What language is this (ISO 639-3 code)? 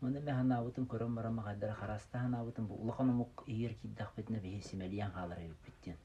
sah